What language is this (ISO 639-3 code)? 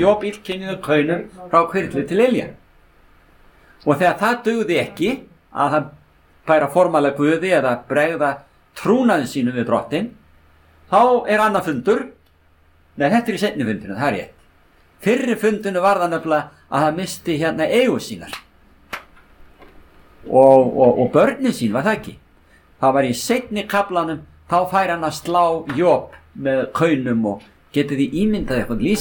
isl